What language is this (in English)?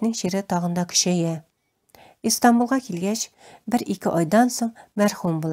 Tatar